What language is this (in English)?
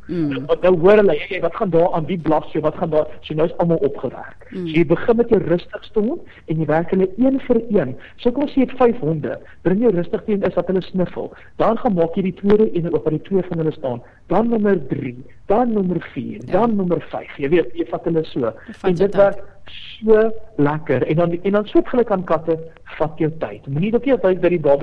Afrikaans